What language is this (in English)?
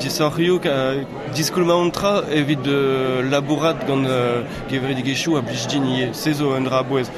Breton